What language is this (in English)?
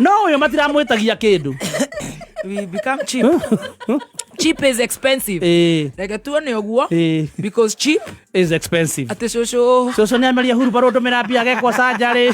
Kikuyu